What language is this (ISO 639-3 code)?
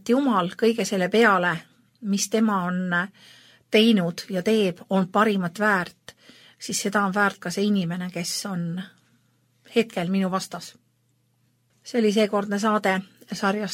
est